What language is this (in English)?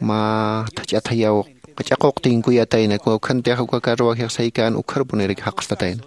Aymara